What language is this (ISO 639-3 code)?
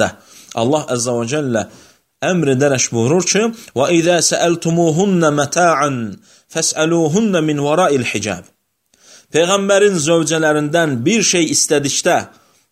aze